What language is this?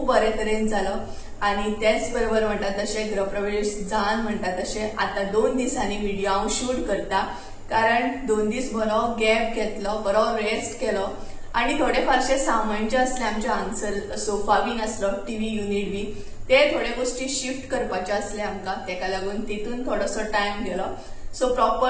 Konkani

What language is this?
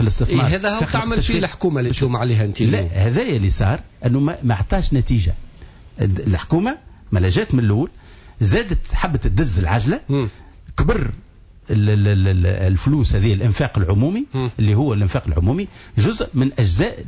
Tunisian Arabic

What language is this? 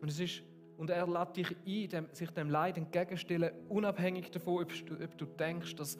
Swiss German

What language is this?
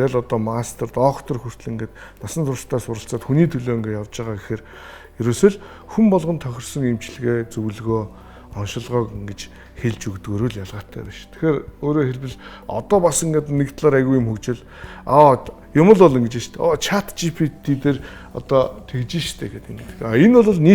Mongolian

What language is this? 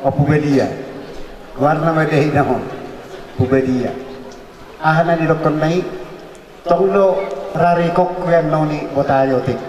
Batak Toba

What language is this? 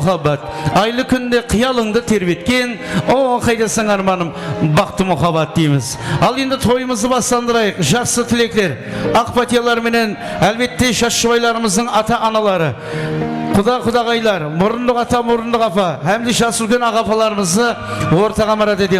Kara-Kalpak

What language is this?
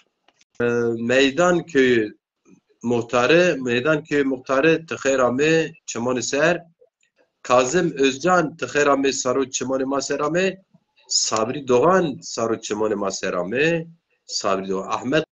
Zaza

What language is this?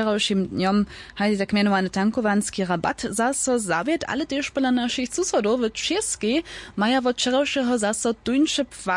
Upper Sorbian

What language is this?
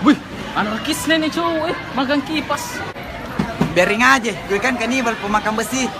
Makassar Malay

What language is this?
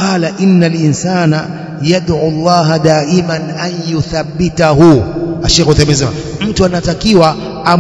Swahili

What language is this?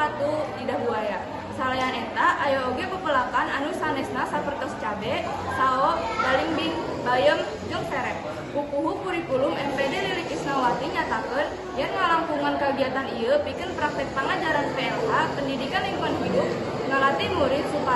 Sundanese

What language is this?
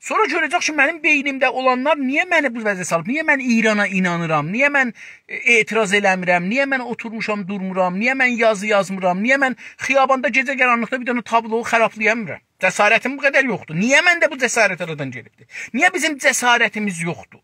South Azerbaijani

